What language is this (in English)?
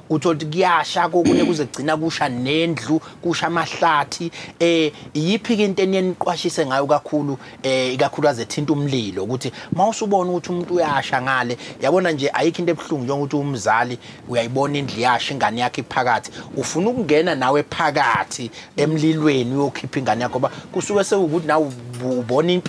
Zulu